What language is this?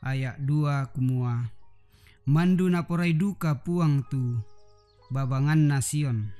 Toraja-Sa'dan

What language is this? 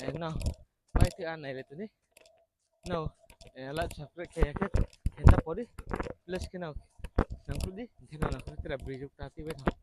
Riang (India)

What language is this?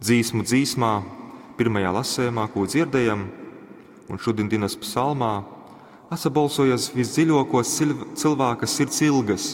Latgalian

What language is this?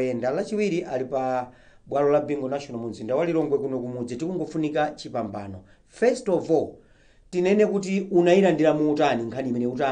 Nyanja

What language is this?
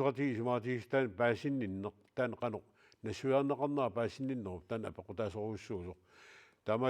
Kalaallisut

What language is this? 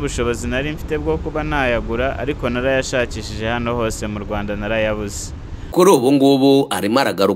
Kinyarwanda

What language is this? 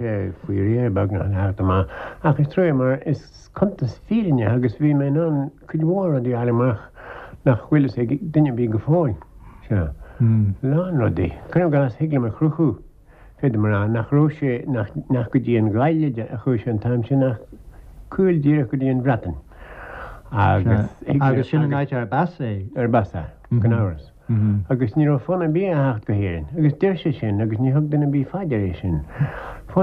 Irish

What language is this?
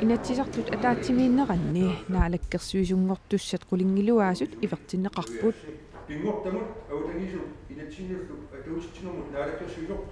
Kalaallisut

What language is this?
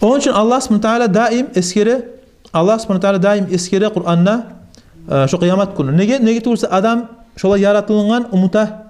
Kumyk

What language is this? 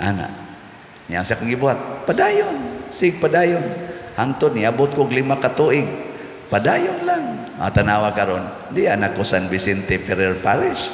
Cebuano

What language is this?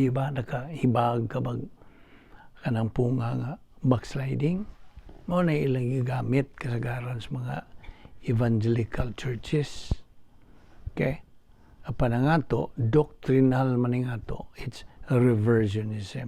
Cebuano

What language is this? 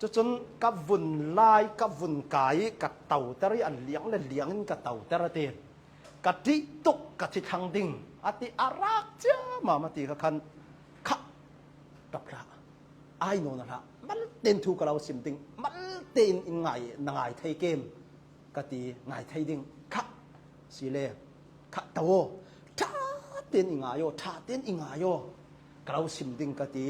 Hakha Chin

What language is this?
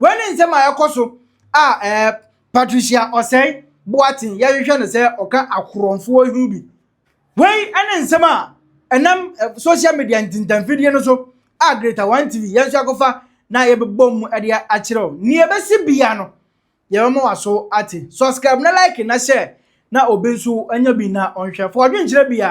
Akan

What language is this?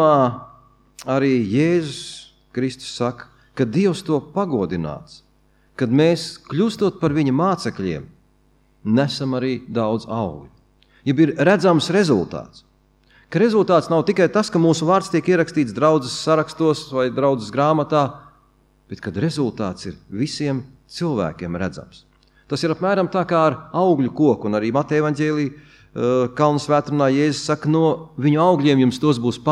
Latvian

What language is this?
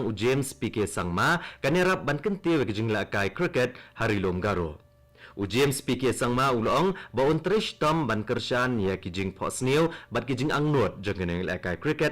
Khasi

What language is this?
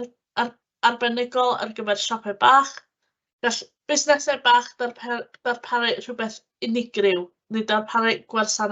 Welsh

